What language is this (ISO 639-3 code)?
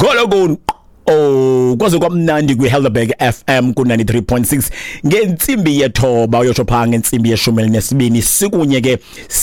xho